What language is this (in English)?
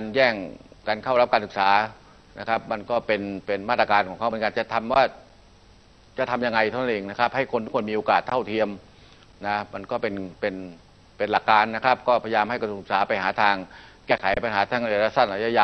Thai